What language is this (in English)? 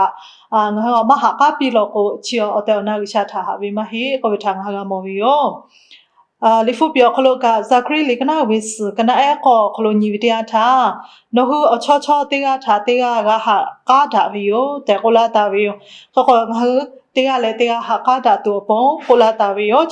Lahu